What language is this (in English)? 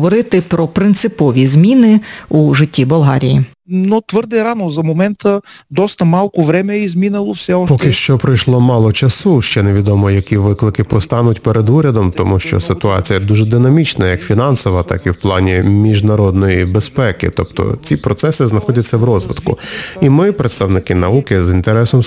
Ukrainian